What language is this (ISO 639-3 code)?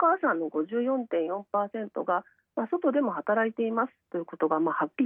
jpn